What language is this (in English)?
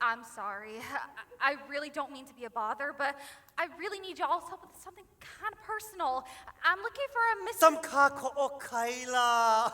Hawaiian